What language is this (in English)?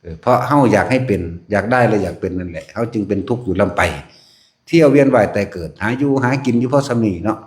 Northeastern Thai